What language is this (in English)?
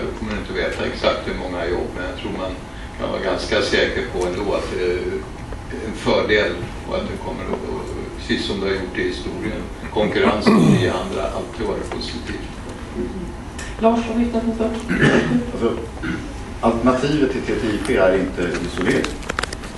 Swedish